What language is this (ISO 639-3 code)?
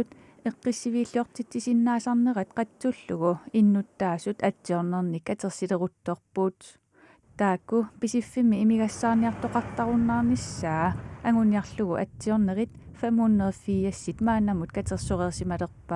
kal